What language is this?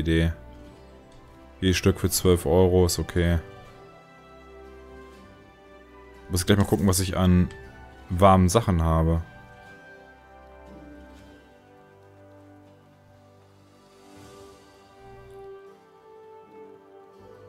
German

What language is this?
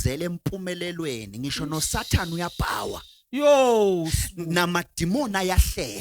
Zulu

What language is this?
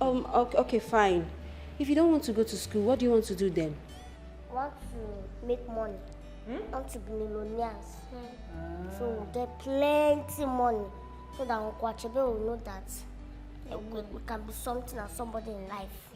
Nigerian Pidgin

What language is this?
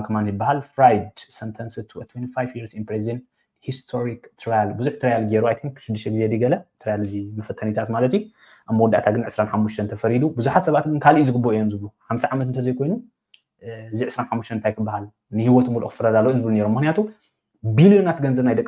Tigrinya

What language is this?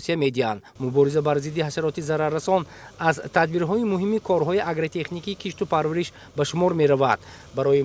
Tajik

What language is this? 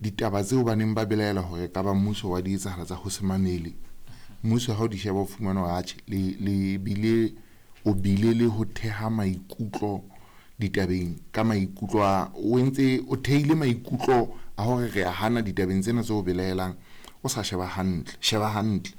Southern Sotho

